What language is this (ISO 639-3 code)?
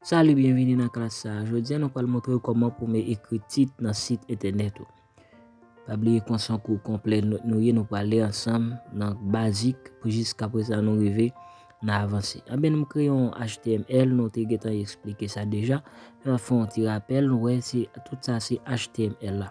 hat